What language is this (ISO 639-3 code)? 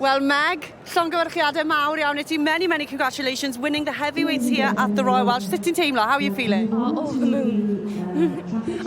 cym